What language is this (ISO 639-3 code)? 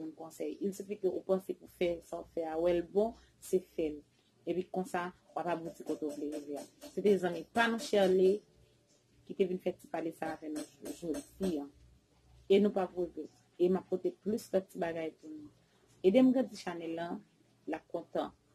hat